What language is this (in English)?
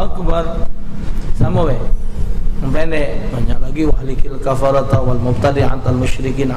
Musi